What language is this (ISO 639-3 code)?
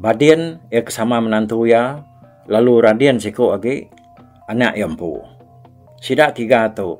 iba